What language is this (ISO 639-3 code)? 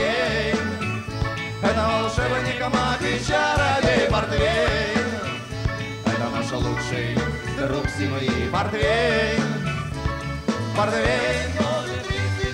rus